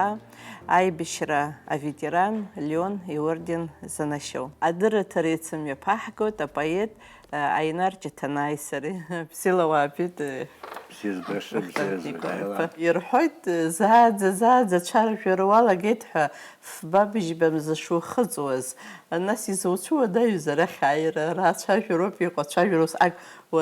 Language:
Abkhazian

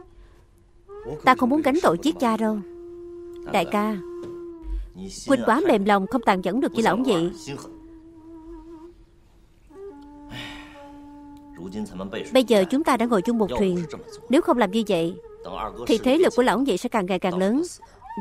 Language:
Vietnamese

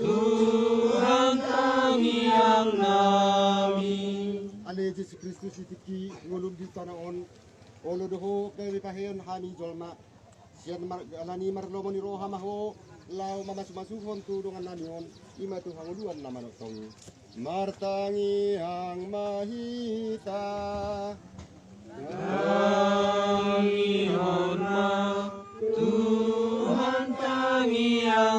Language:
Batak Toba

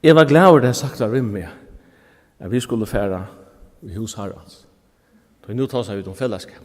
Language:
Faroese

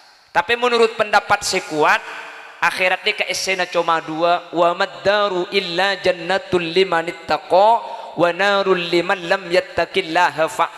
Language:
Madurese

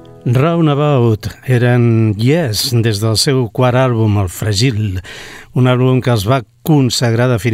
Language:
Catalan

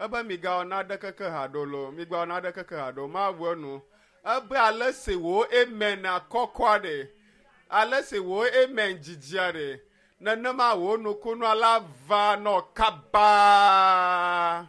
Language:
Ewe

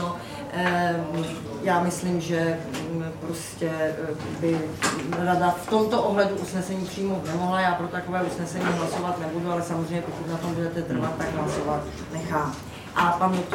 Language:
Czech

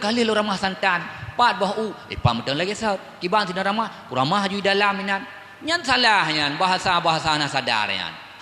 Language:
Achinese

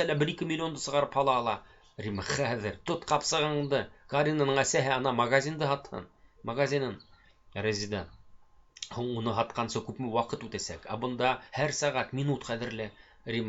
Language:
Bashkir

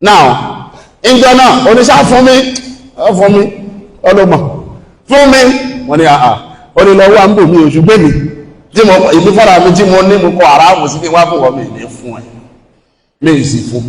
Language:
Yoruba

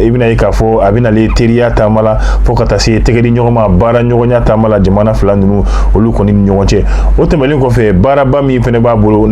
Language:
Bambara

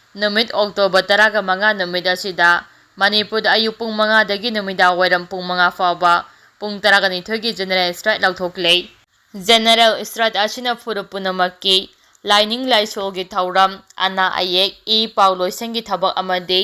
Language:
Manipuri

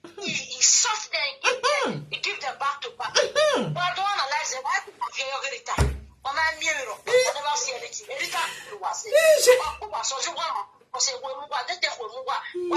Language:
Nigerian Pidgin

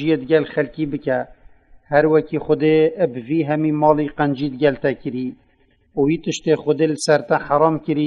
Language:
Kurdish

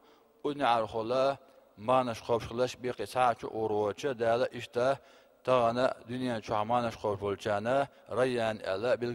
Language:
Chechen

